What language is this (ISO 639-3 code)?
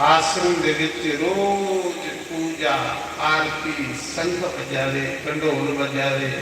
doi